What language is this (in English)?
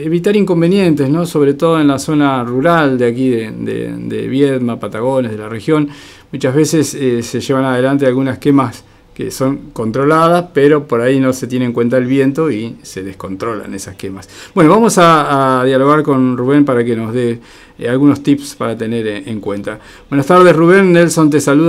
Spanish